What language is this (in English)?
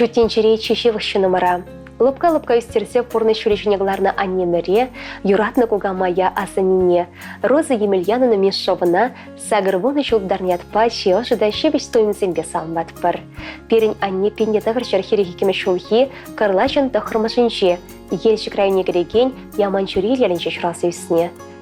Chuvash